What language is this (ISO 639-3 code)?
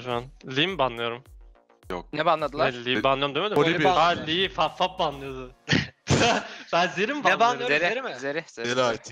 tur